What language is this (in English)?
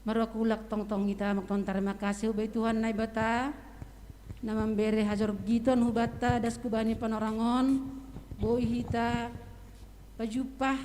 Batak Simalungun